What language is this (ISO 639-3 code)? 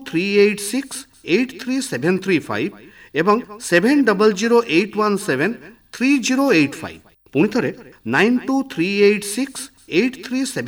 ori